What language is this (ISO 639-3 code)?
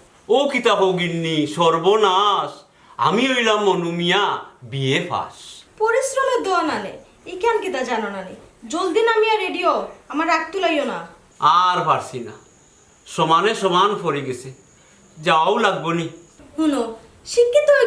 syl